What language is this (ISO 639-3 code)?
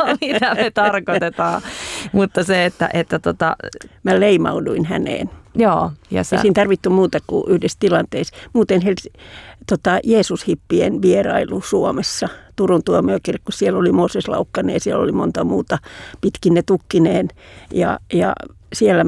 fin